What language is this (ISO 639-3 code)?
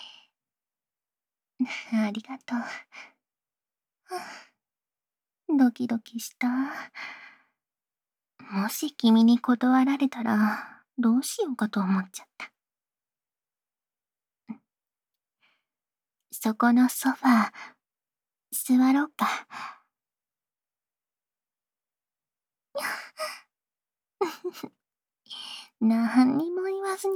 jpn